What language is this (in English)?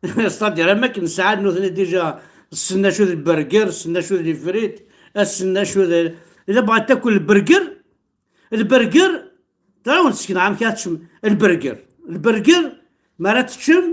Kabyle